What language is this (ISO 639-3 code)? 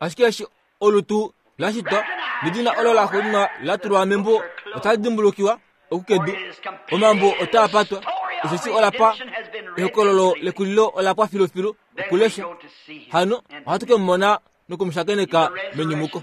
kua